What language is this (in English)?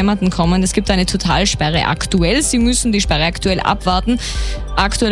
German